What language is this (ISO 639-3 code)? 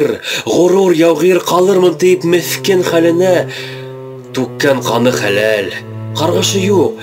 bak